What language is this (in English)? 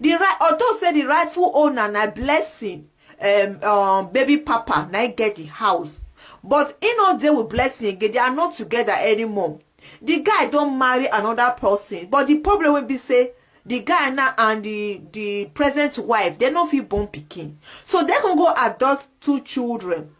Nigerian Pidgin